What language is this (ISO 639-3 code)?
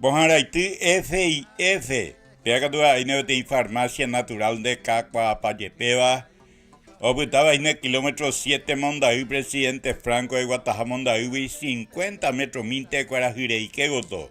grn